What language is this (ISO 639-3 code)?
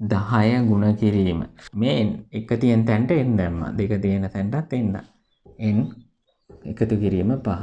sin